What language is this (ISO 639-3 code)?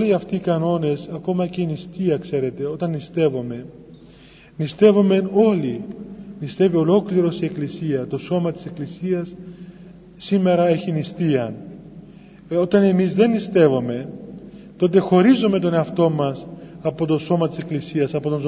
ell